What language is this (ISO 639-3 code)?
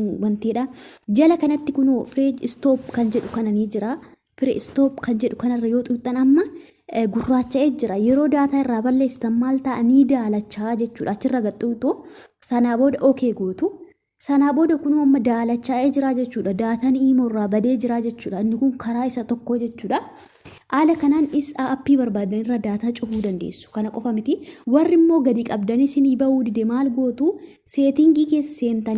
orm